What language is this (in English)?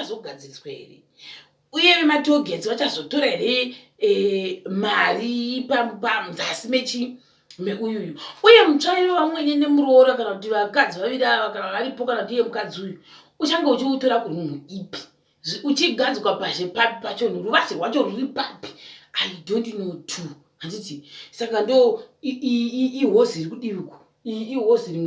Shona